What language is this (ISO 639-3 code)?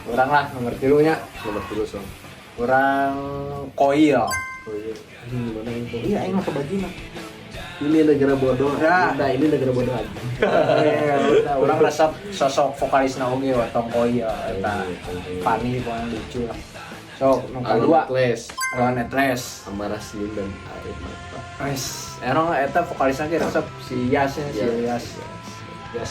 sun